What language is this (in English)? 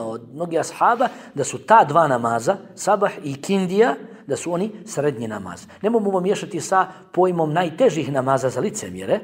Bosnian